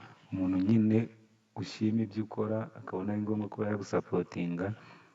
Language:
Kinyarwanda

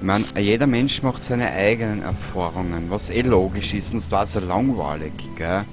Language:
Bavarian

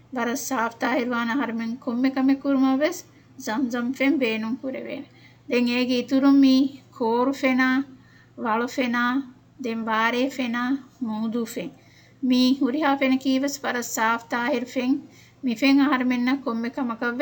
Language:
Divehi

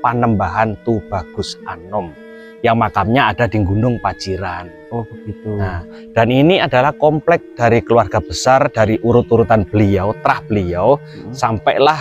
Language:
Indonesian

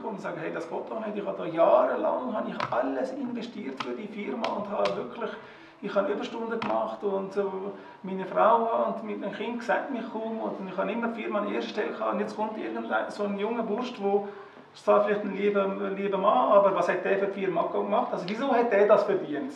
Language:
Swiss German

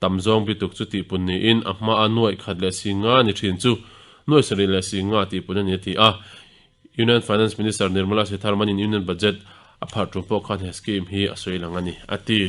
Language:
Mizo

